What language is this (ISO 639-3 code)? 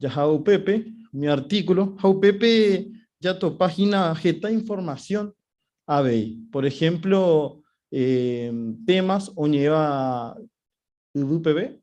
grn